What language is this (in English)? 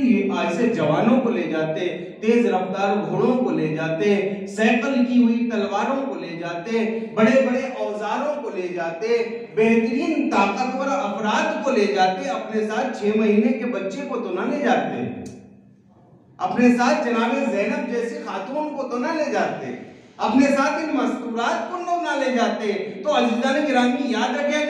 Hindi